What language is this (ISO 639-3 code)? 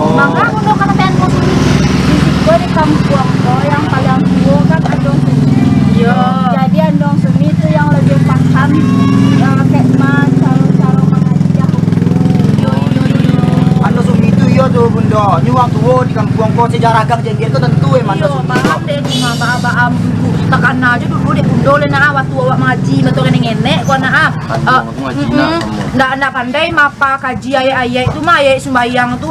min